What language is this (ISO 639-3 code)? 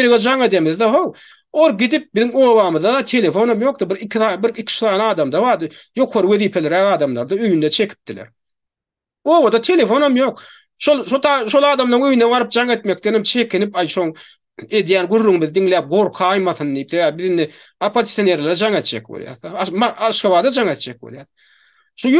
tuk